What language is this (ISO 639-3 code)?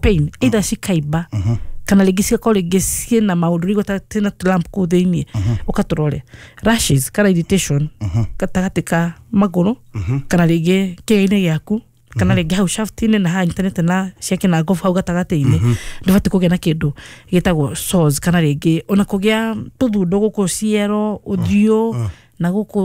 kik